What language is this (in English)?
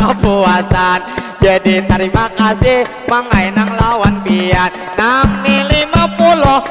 Banjar